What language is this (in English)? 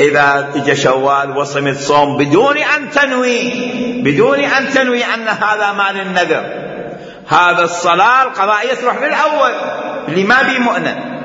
Mesopotamian Arabic